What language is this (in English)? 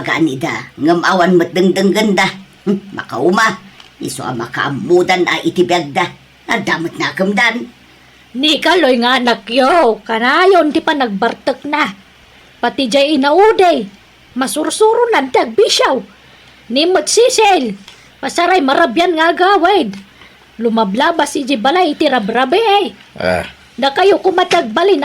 Iloko